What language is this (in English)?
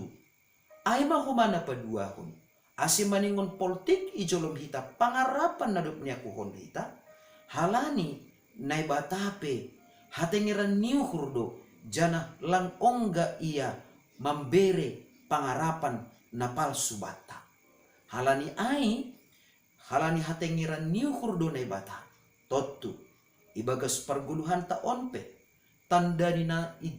Batak Simalungun